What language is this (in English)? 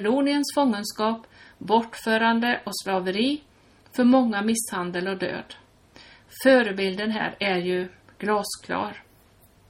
Swedish